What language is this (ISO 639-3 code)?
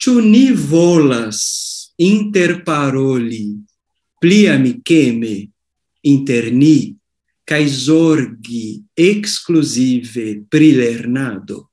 epo